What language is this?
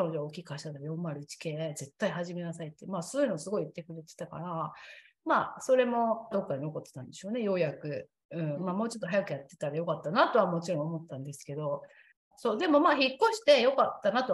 Japanese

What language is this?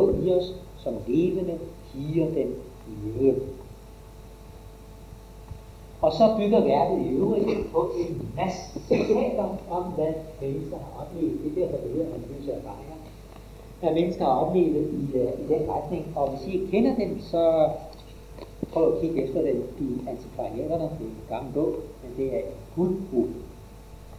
Danish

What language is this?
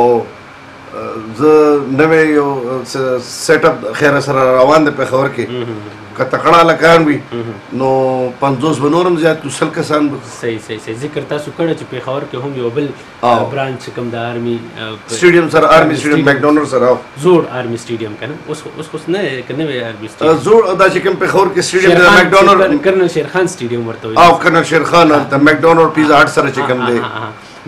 Pashto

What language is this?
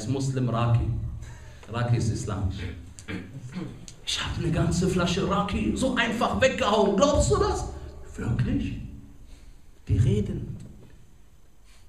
German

